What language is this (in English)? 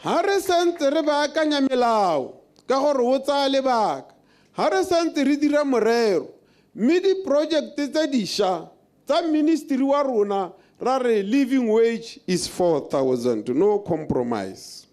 Tswana